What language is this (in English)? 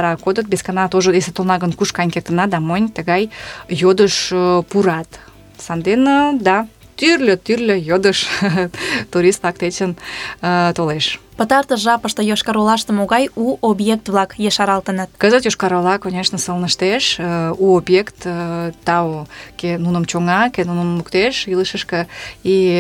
Mari